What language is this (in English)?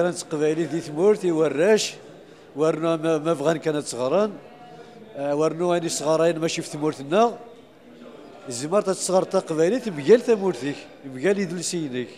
Kabyle